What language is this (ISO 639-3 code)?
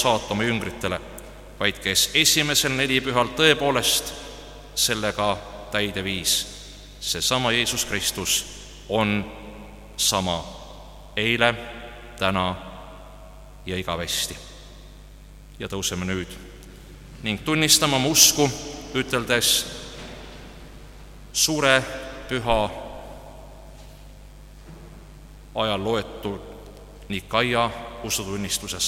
est